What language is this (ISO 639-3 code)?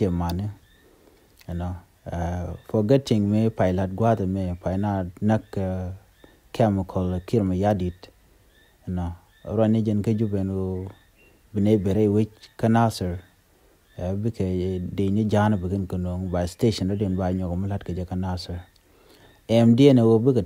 nus